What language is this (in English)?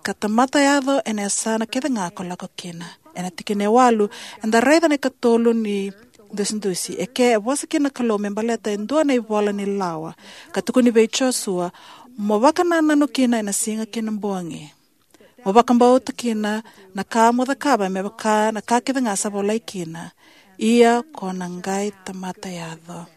Fijian